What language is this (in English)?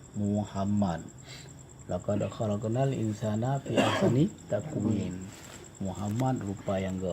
Achinese